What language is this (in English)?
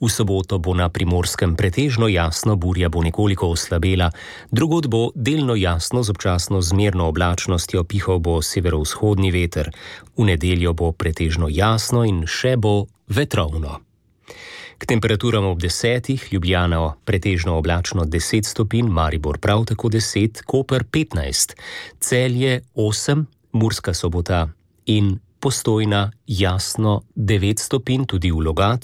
Slovenian